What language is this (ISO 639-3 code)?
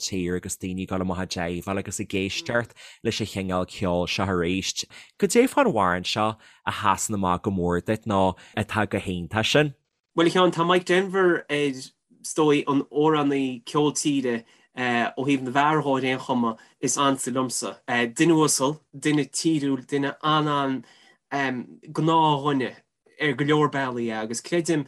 gle